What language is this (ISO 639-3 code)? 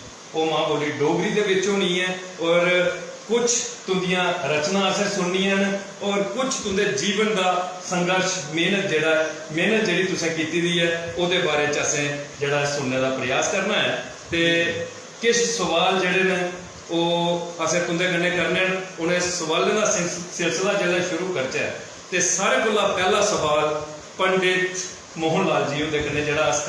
doi